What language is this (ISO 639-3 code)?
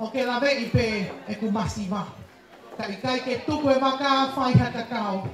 ton